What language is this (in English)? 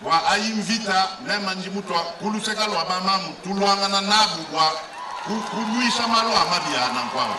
Luba-Lulua